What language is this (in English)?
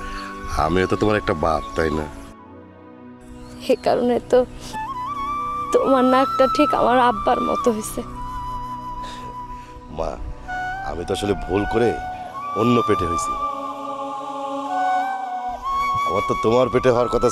Bangla